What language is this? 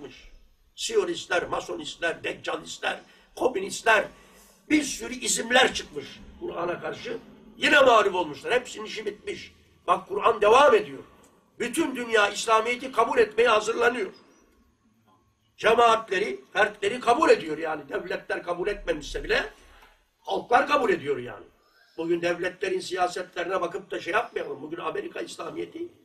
Turkish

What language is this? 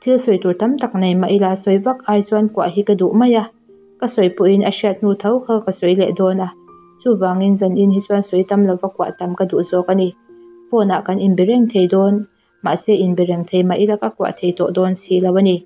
Mizo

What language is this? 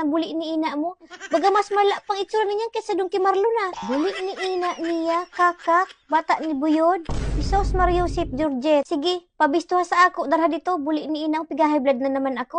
Bikol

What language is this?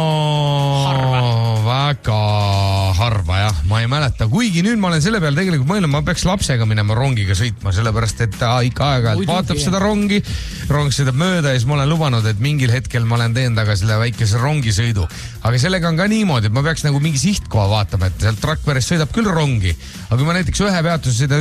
Estonian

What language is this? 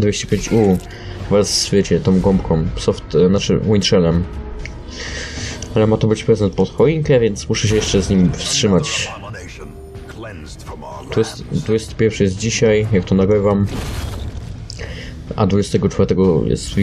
Polish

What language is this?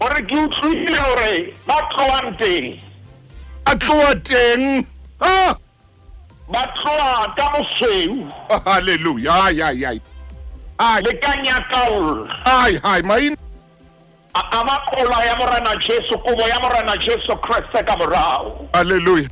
Southern Sotho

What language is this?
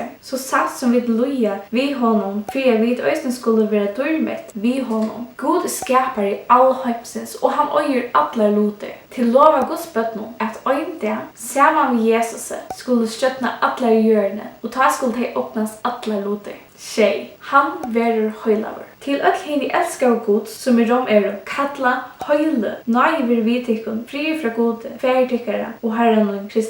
Faroese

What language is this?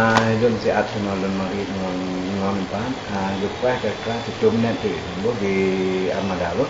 Achinese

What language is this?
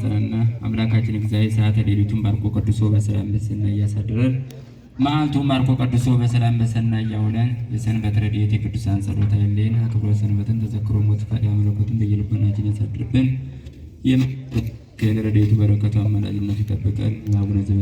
Amharic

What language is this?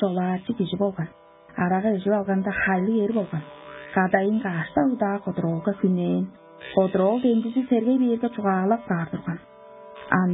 Tuvinian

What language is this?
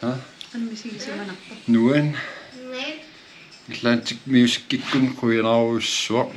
Kalaallisut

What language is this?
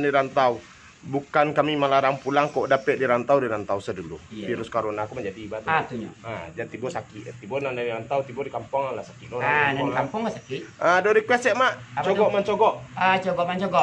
Minangkabau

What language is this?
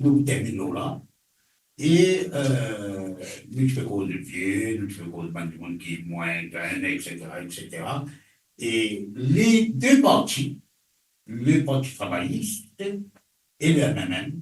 Morisyen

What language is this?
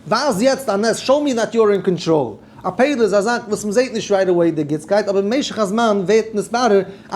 Yiddish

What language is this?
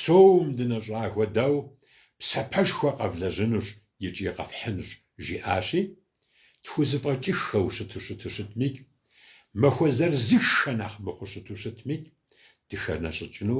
Kabardian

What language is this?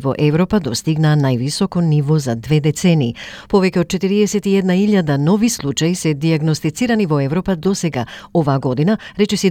Macedonian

